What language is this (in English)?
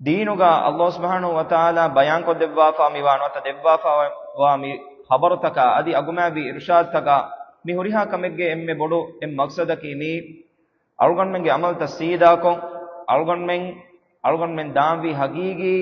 Divehi